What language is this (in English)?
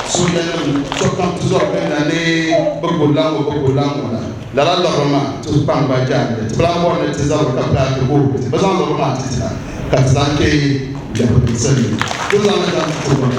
Dagbani